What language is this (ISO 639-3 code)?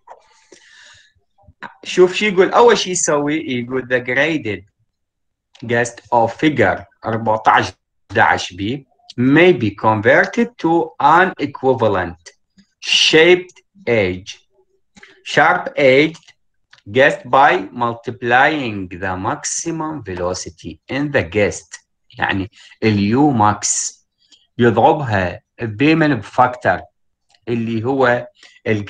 ara